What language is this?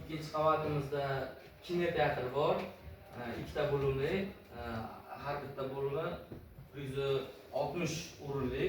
Uzbek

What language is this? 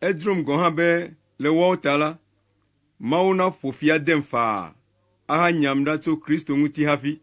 Ewe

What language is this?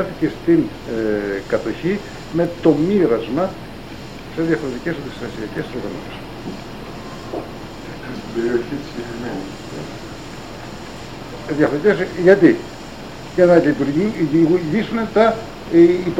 Greek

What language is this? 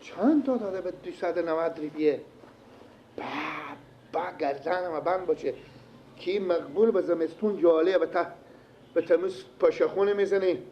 Persian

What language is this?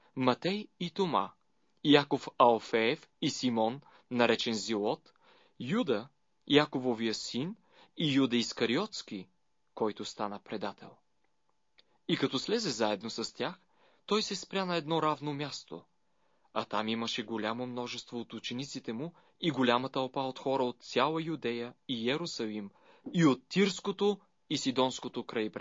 Bulgarian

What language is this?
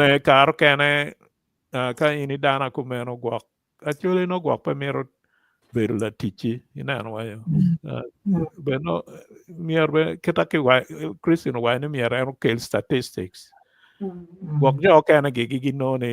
Acoli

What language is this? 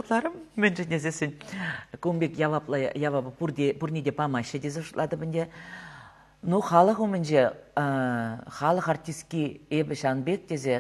Chuvash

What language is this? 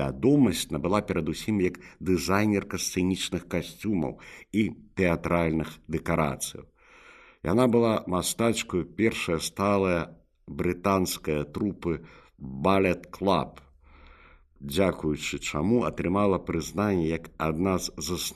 Belarusian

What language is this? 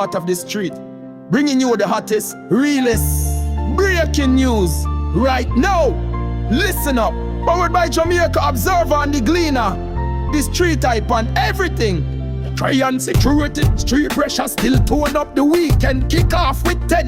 Jamaican Creole English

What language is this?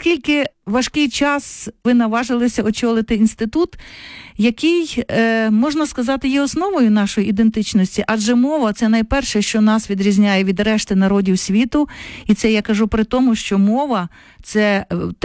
Ukrainian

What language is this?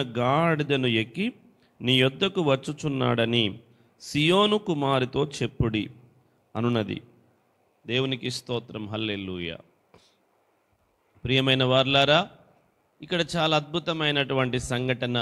Telugu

